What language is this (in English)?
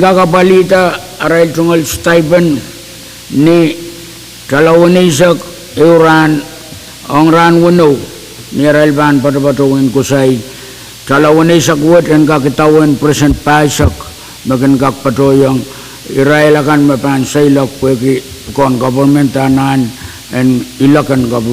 Pohnpeian